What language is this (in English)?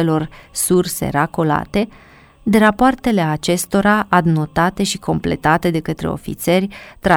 Romanian